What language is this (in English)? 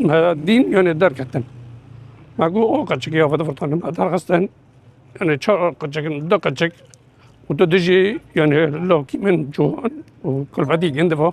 Kurdish